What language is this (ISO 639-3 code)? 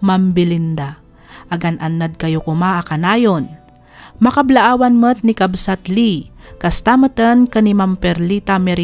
ilo